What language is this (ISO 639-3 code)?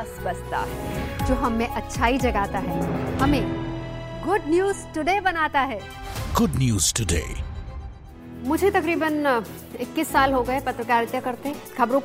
hin